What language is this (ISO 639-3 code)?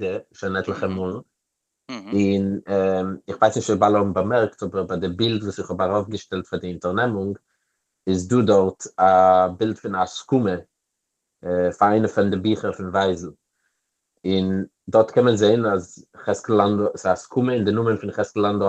yid